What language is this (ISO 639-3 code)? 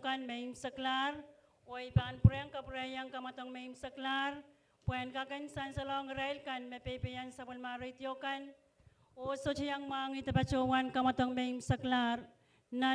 pon